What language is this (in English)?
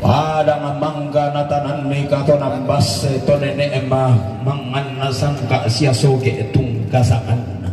Toraja-Sa'dan